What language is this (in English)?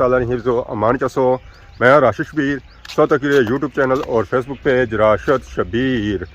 Pahari-Potwari